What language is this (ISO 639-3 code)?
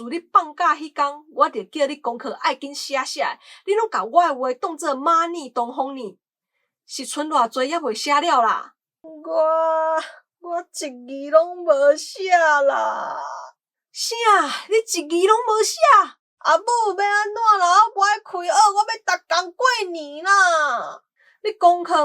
nan